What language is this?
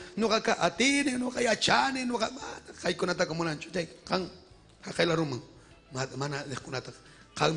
Ayacucho Quechua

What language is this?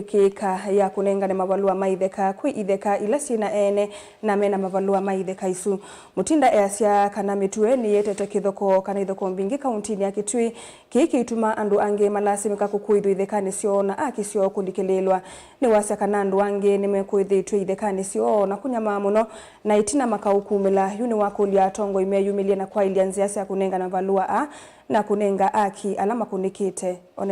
Kamba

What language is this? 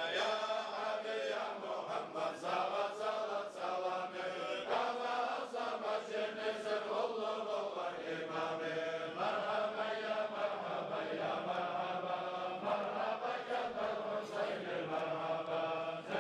Kumyk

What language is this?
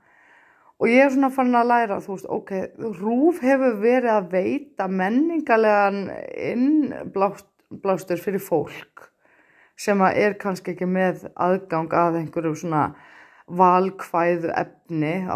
Icelandic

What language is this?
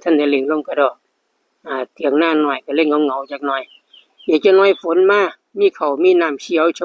Northeastern Thai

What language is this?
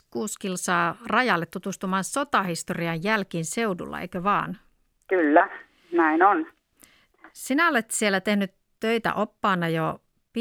Finnish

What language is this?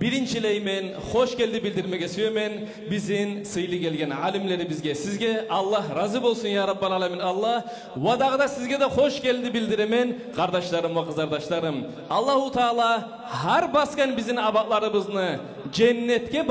Kumyk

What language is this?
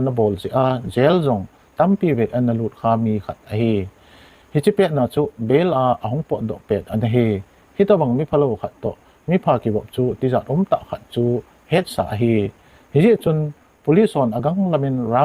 Thado Chin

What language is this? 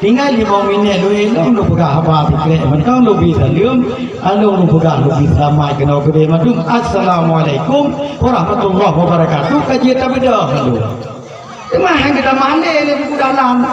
Achinese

